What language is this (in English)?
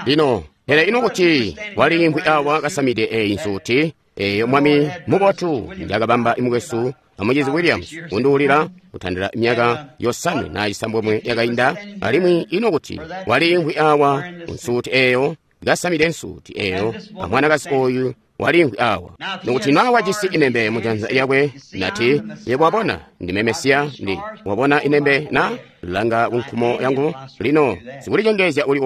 Tonga (Zambia)